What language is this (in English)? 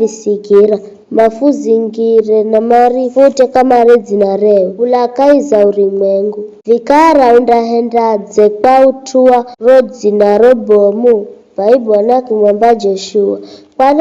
Giryama